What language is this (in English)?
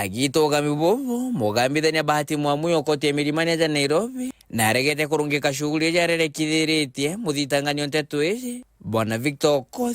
Meru